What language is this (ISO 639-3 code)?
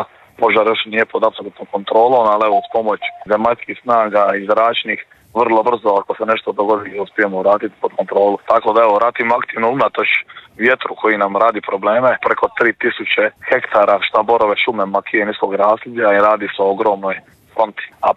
hrv